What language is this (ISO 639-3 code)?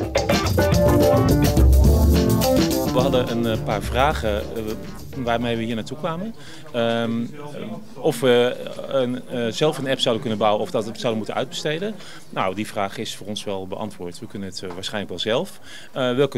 nld